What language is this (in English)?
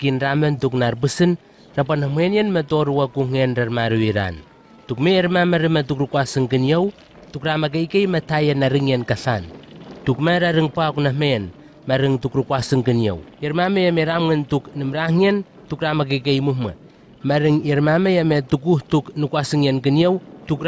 Southwest Tanna